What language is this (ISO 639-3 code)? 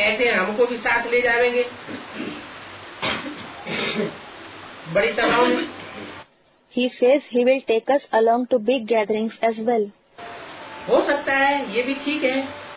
hin